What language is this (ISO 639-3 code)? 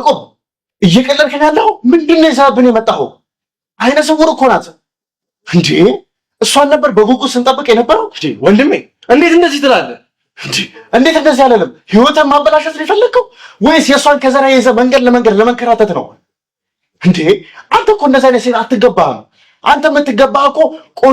amh